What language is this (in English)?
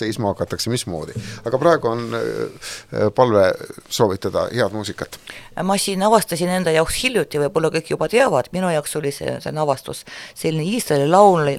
Estonian